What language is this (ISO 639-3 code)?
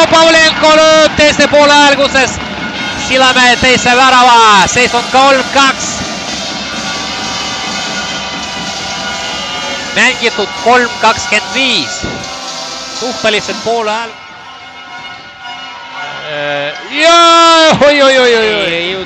est